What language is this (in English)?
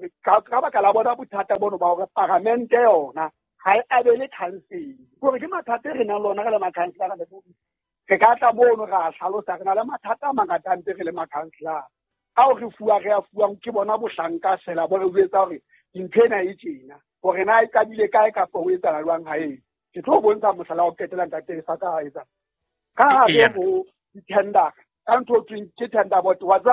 Southern Sotho